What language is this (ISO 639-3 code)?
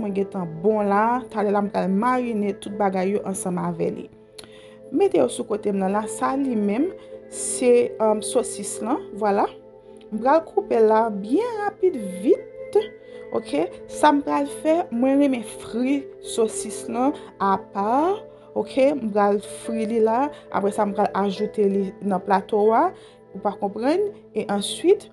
hat